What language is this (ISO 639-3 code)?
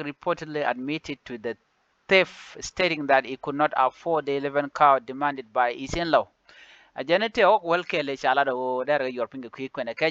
nus